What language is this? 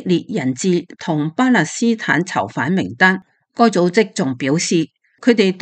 Cantonese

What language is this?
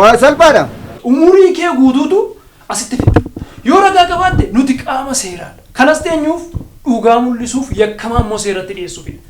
Oromo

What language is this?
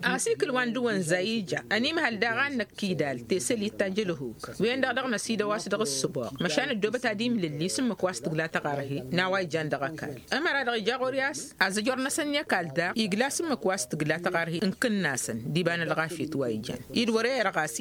Tamasheq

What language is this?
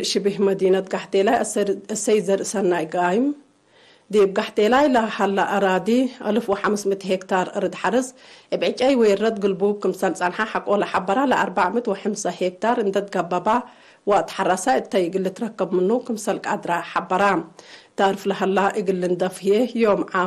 Tigre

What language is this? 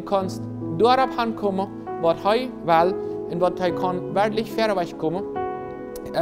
Plautdietsch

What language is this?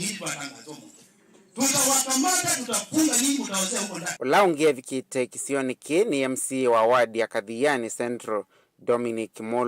Kamba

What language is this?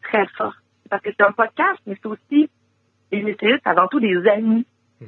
French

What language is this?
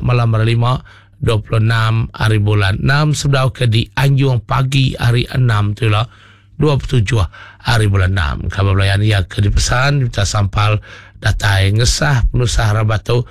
Iban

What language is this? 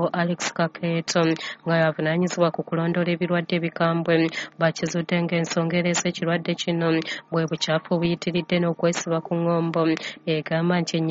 Ganda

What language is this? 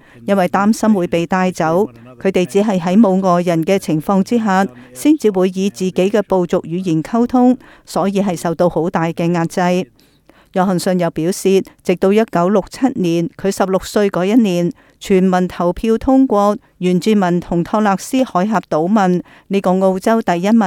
Cantonese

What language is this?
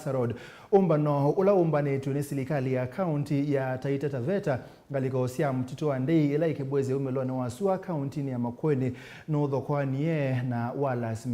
Kamba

